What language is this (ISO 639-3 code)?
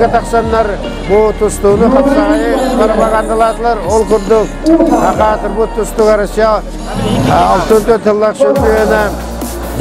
sah